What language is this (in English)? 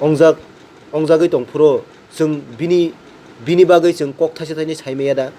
Kok Borok